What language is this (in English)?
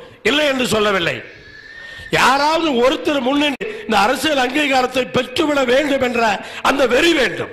Tamil